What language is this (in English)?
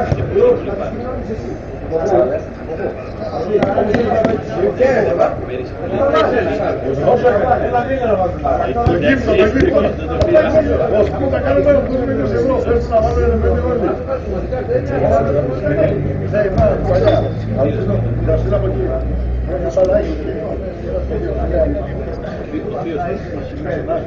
Greek